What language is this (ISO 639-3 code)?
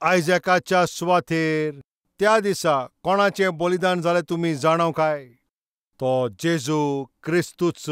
kok